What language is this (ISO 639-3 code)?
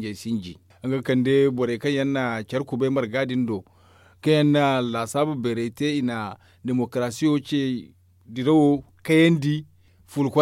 dje